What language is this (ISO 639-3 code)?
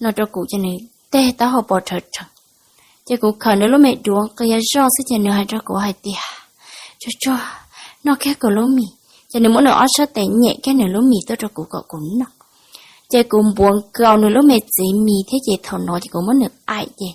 hmn